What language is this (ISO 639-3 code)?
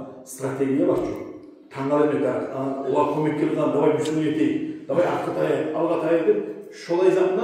kum